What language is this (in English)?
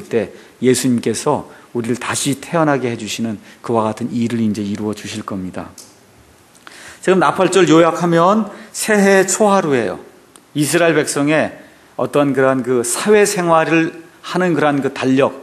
Korean